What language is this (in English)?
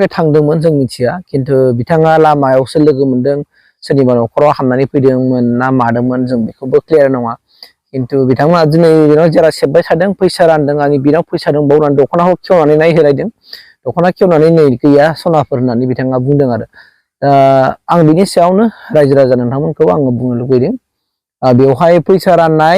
Bodo